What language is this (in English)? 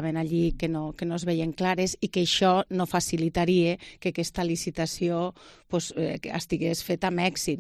Catalan